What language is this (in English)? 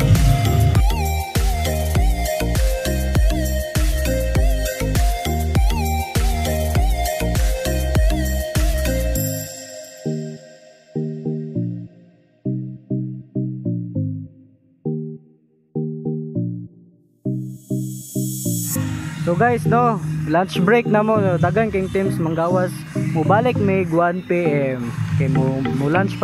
Cebuano